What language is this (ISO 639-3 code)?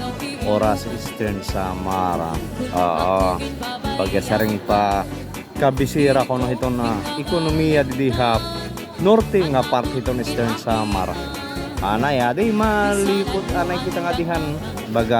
war